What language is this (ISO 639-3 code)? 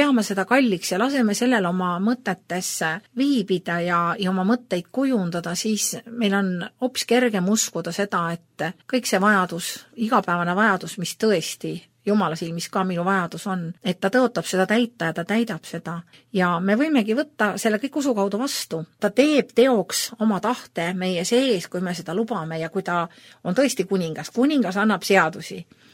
est